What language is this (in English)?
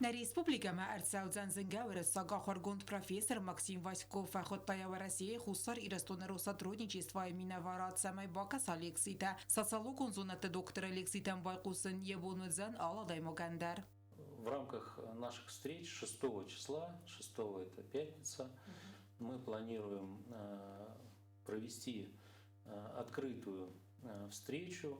Ossetic